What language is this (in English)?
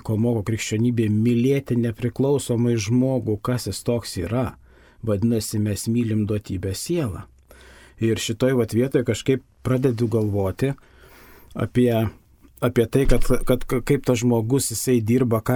Lithuanian